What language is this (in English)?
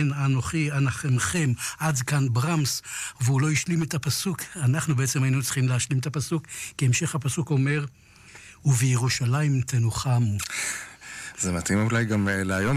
Hebrew